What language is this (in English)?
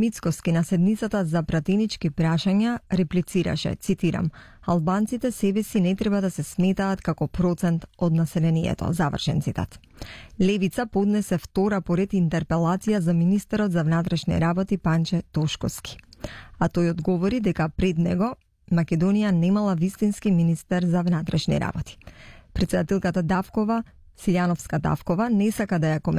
Macedonian